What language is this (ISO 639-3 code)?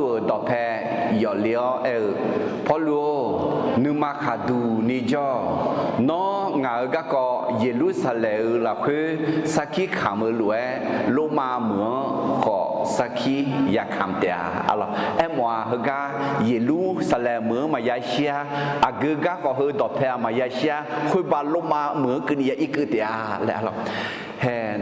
ahk